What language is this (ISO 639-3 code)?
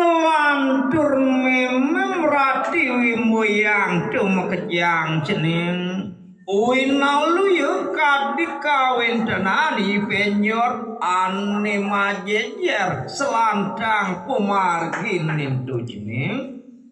ban